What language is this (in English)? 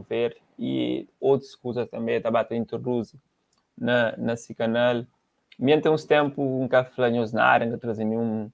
Kabuverdianu